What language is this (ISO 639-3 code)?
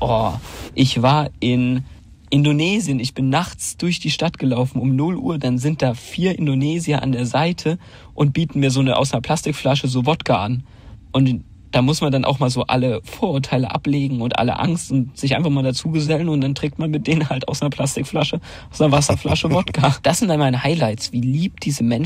deu